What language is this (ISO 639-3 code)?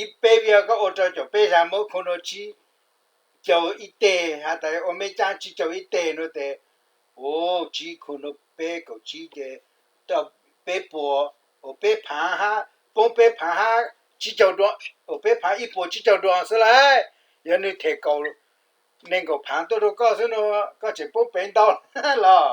hmn